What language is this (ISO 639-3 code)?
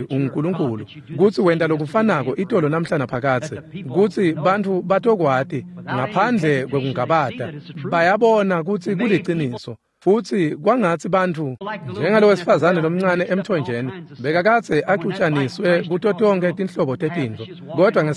ssw